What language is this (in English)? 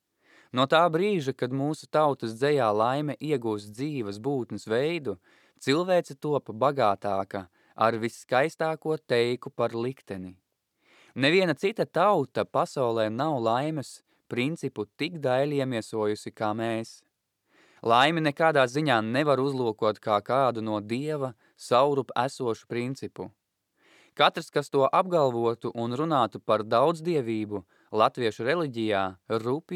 Latvian